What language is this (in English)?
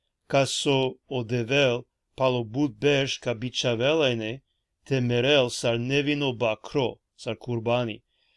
Balkan Romani